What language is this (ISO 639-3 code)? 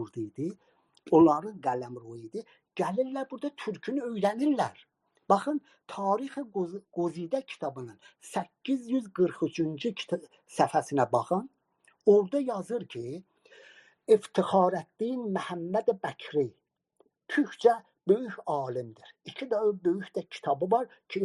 azb